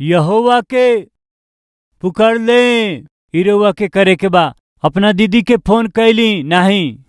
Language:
Bhojpuri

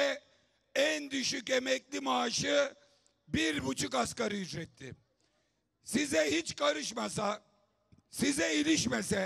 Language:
Turkish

